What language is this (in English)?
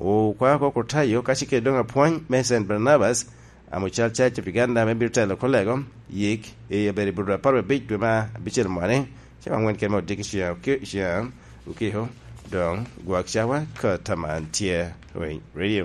Lango (Uganda)